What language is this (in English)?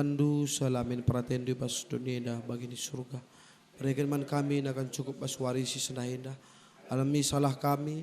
Batak Karo